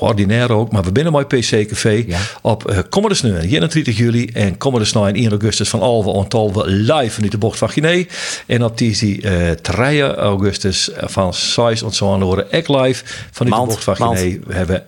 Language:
Western Frisian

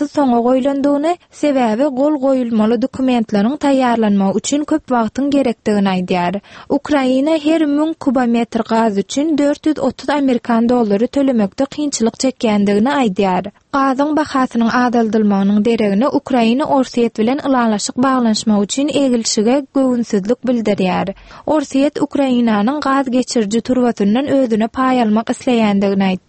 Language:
Turkmen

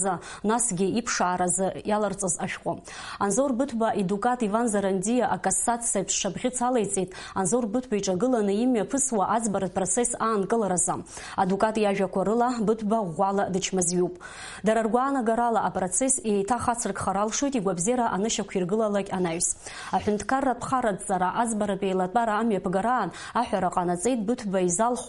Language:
Abkhazian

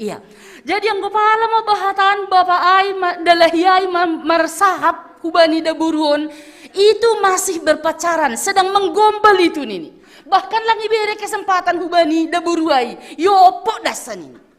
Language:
Batak Simalungun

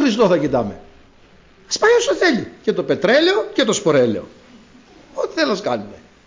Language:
Greek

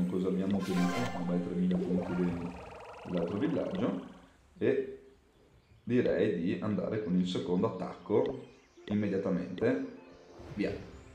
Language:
Italian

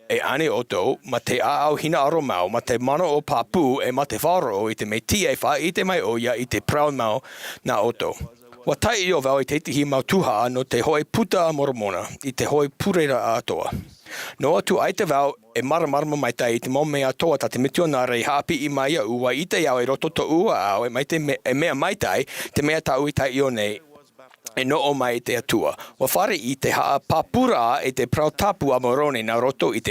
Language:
Tahitian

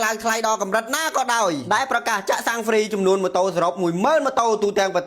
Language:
Khmer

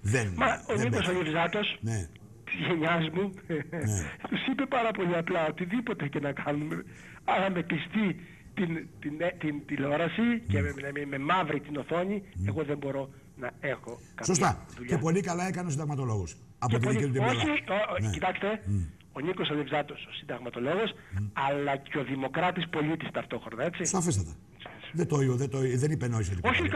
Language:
Greek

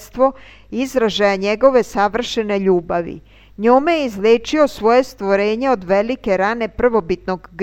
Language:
Serbian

